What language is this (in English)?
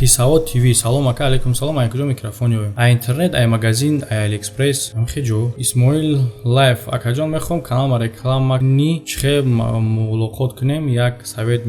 Tajik